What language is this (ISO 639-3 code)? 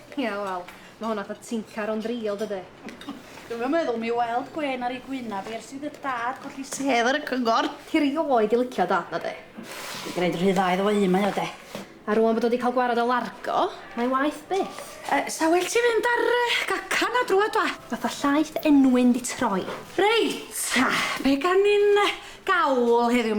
cym